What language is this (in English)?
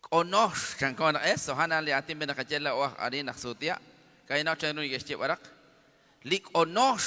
Kekchí